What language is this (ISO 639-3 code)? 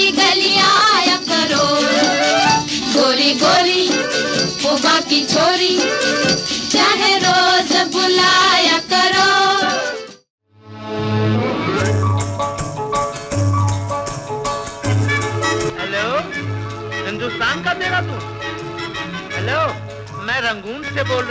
hin